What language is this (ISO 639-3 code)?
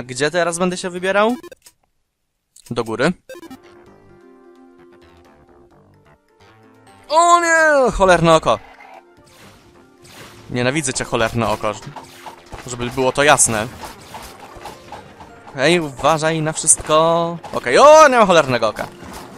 pol